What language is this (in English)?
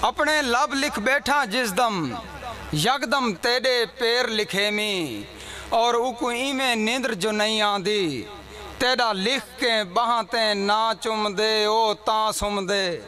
Saraiki